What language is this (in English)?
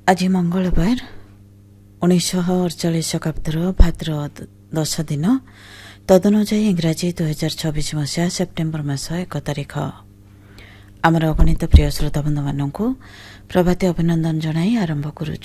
Odia